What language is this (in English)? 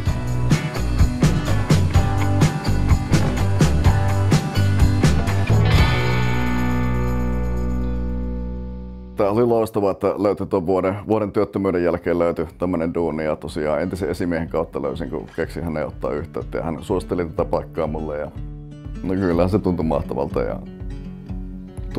Finnish